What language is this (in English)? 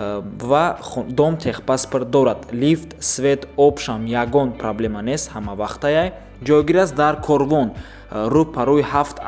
Tajik